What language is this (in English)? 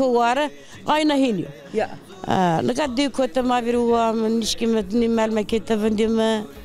Zaza